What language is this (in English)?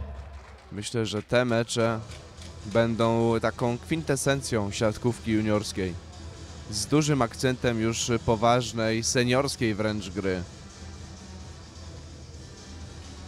Polish